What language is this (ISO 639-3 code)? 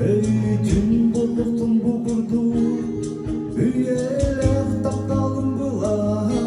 sah